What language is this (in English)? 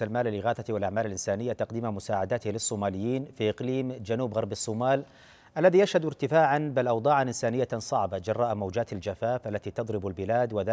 Arabic